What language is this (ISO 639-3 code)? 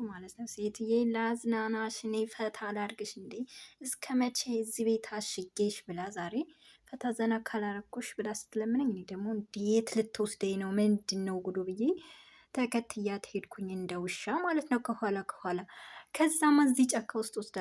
amh